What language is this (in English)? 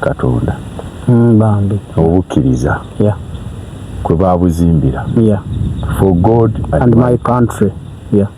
Ganda